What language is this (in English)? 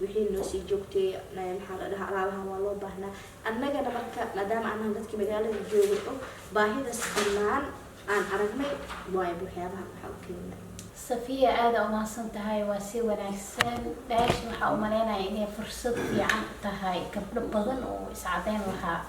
Somali